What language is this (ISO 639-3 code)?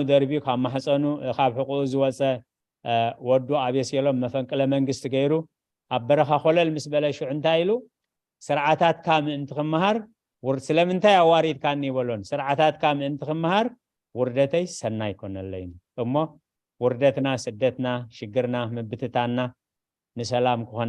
tir